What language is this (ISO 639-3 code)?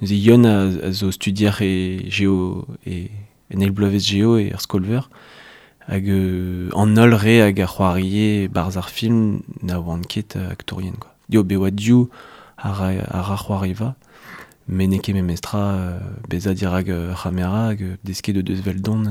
bre